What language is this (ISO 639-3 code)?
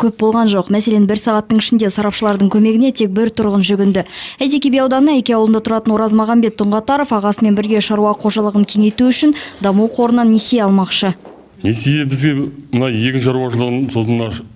kaz